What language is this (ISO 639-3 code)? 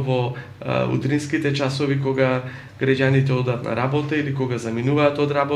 mkd